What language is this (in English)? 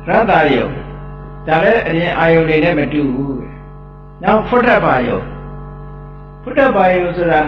Burmese